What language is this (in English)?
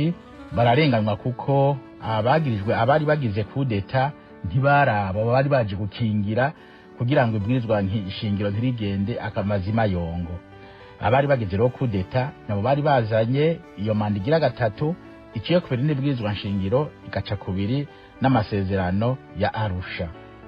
Rundi